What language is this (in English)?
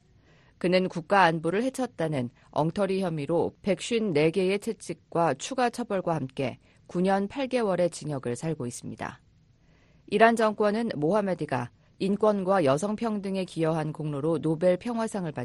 Korean